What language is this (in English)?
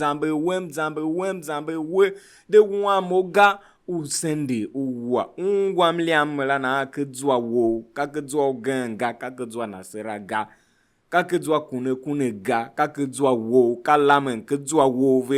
Tiv